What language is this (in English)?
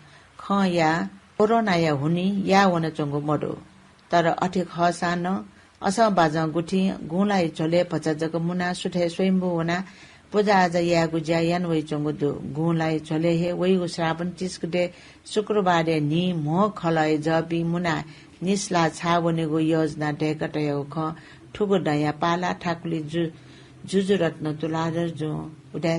Newari